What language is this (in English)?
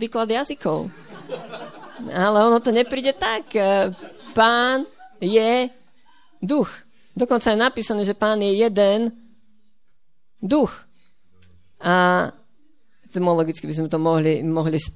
Slovak